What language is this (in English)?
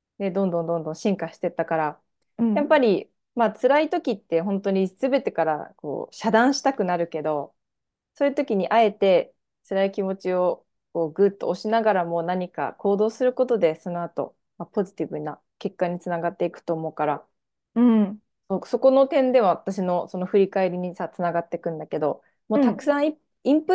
Japanese